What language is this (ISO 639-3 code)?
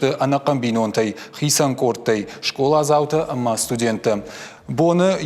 oss